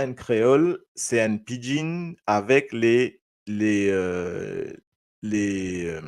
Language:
Morisyen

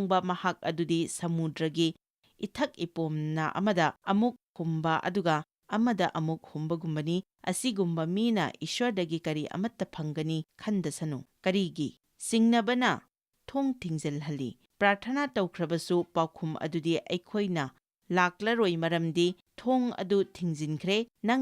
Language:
Manipuri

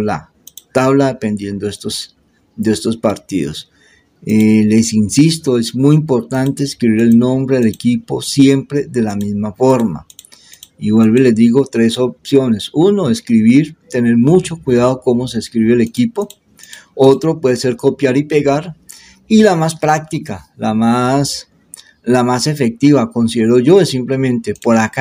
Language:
Spanish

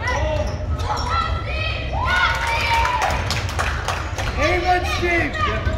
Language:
English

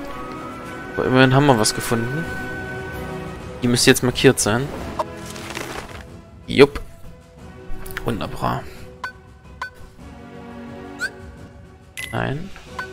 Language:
German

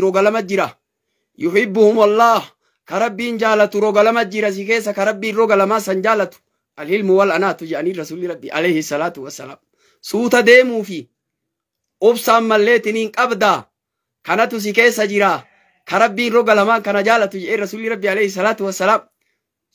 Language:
Oromo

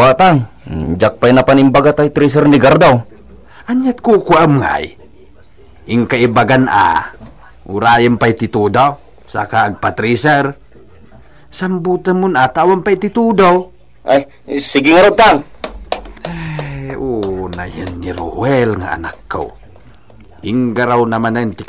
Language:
Iloko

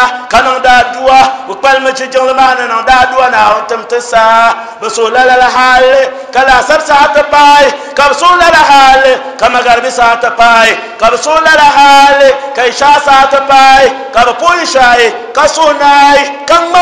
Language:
Dagbani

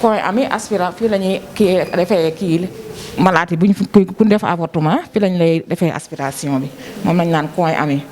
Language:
Wolof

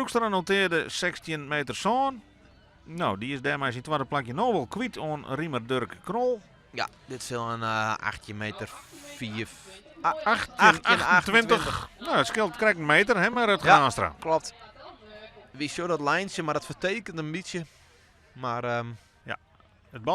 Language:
Western Frisian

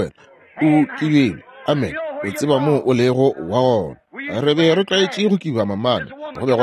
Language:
Northern Sotho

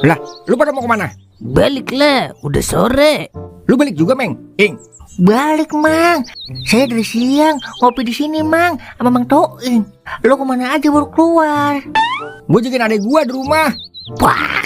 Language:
Betawi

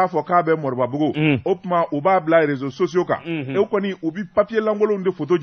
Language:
Bambara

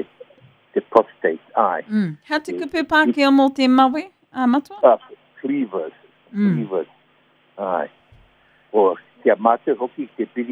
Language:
Māori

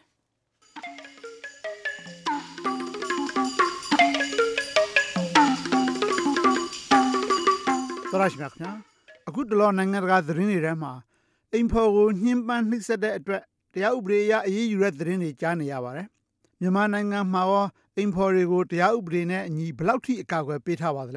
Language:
Burmese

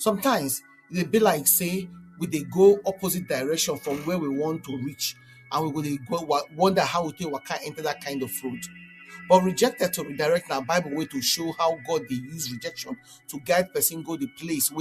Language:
Nigerian Pidgin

